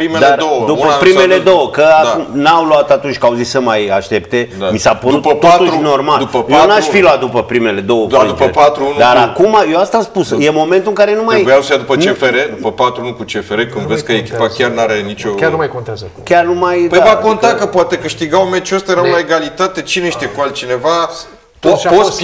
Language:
Romanian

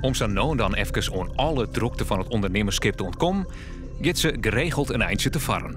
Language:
Western Frisian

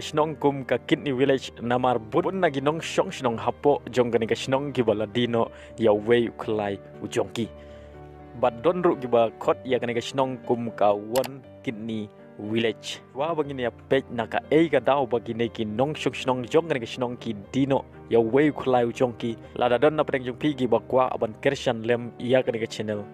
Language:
Khasi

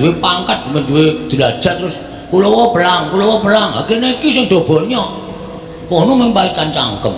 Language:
Javanese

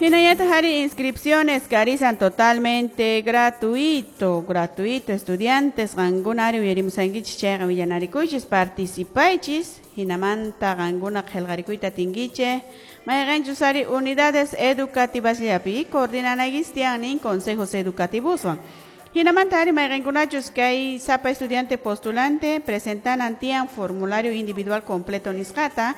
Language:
Quechua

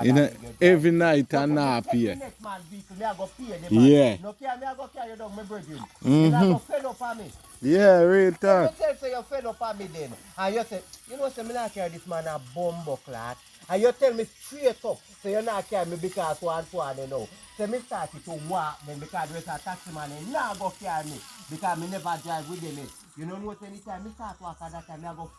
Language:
Jamaican Creole English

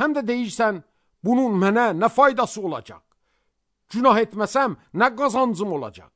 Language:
Azerbaijani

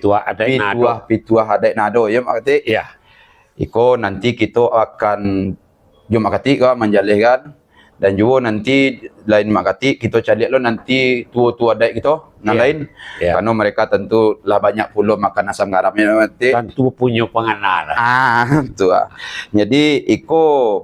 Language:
Minangkabau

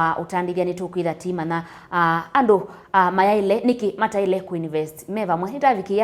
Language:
Kamba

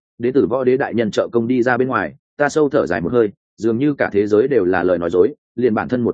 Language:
Vietnamese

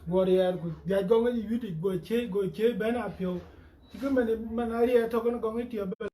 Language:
Dinka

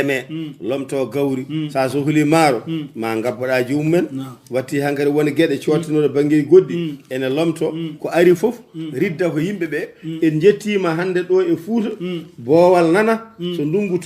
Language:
Fula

